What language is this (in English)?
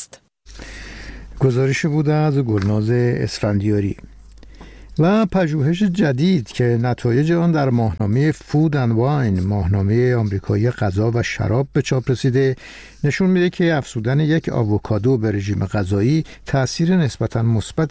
Persian